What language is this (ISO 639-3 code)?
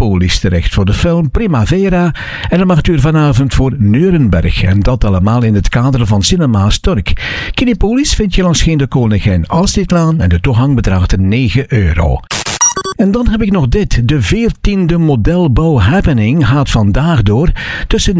nld